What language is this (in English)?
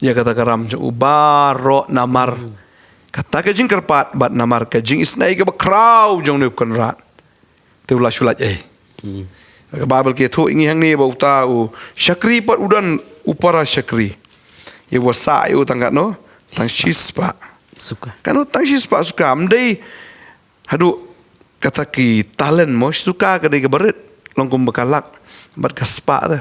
Khasi